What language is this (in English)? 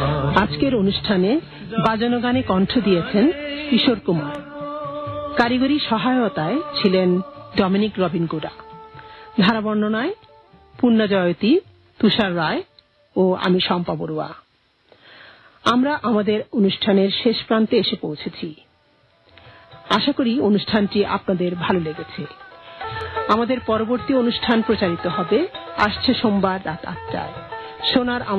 Bangla